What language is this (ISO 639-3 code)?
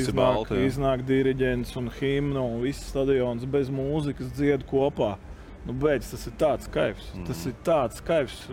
lav